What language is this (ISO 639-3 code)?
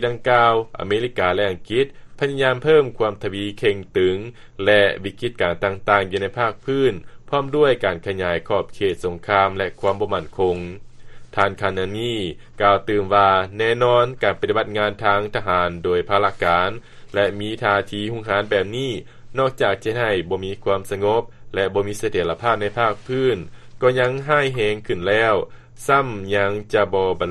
lao